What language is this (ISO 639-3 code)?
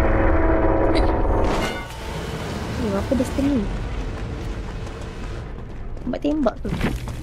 msa